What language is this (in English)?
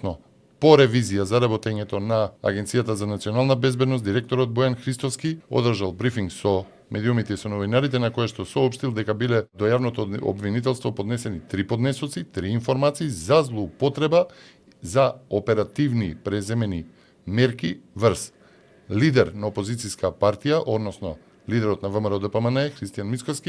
Macedonian